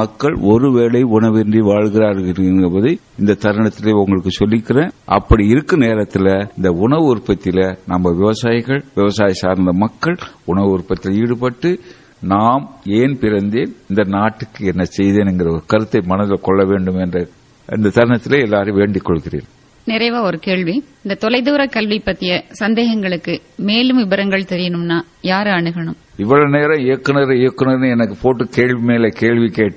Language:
Tamil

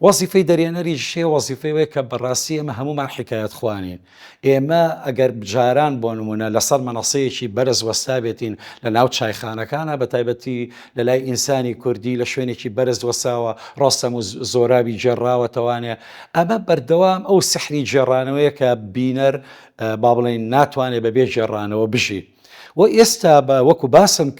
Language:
Central Kurdish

